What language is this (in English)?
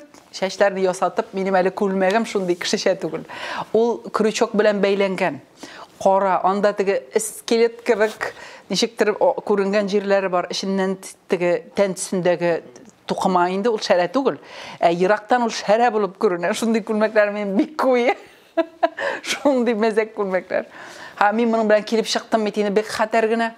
Tatar